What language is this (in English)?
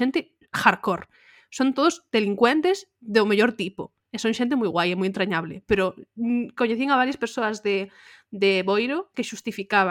Galician